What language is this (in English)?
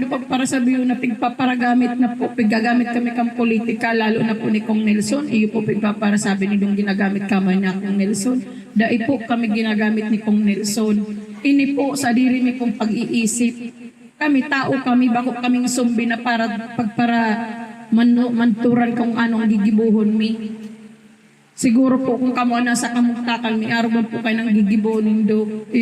Bikol